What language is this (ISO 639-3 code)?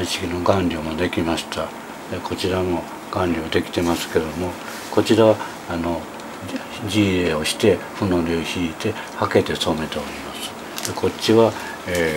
jpn